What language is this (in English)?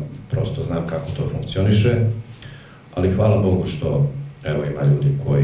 Serbian